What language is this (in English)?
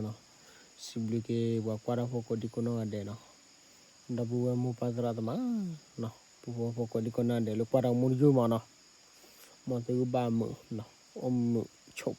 S'gaw Karen